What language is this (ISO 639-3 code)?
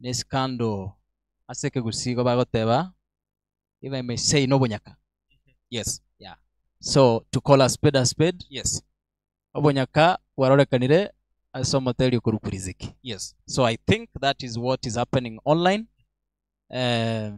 guz